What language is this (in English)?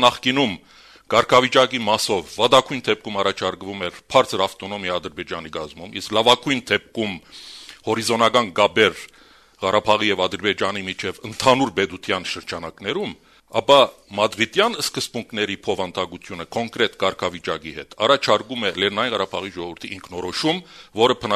Armenian